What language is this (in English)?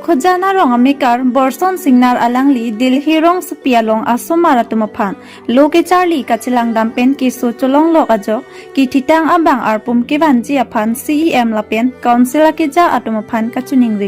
Karbi